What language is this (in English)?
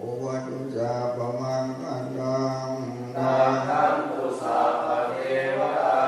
Pali